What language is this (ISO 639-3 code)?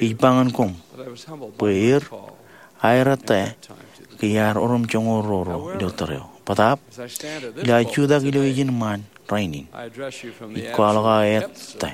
mah